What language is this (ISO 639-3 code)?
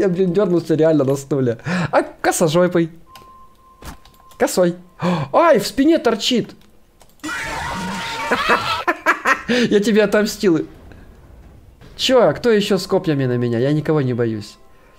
rus